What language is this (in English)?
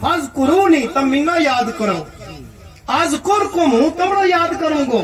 Gujari